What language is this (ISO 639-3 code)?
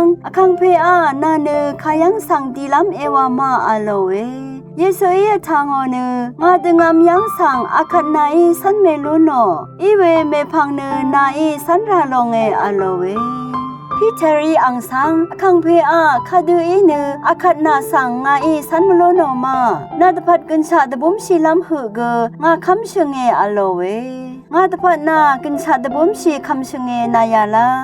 raw